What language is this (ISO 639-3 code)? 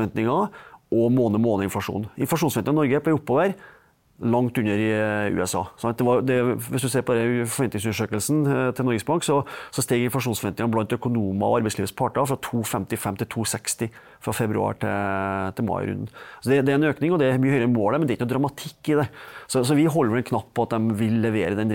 nor